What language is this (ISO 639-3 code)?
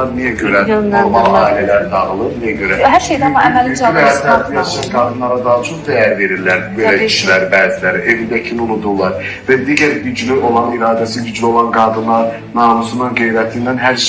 aze